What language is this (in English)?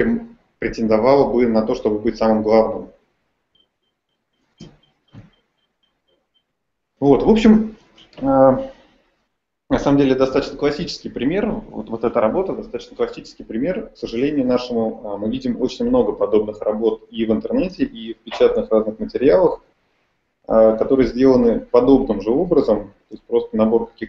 Russian